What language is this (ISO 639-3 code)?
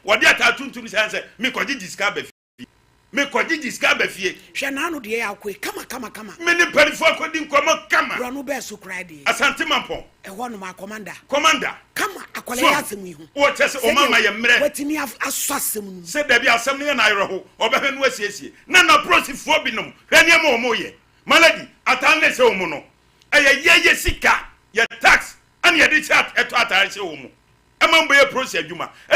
aka